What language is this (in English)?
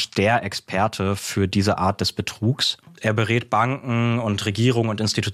German